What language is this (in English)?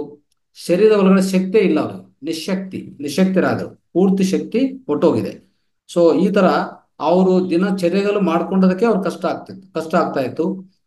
Kannada